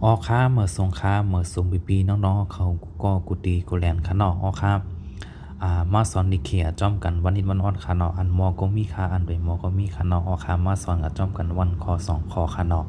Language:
Shan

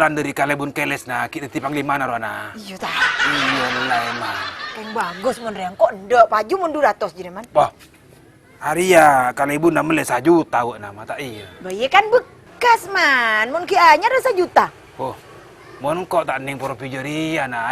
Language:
Madurese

